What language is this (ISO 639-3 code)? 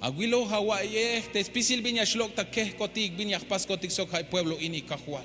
tzh